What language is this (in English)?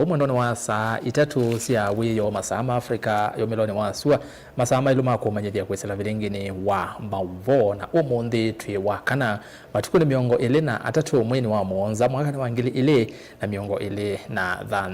Kamba